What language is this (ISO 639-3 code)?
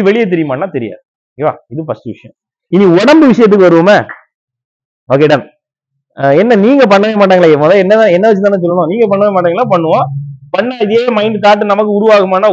tam